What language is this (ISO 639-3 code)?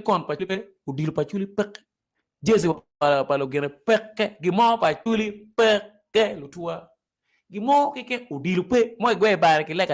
ach